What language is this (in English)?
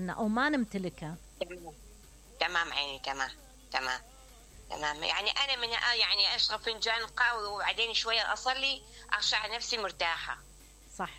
Mesopotamian Arabic